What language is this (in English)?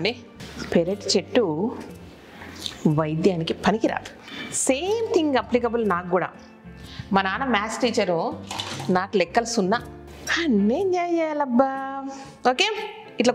Telugu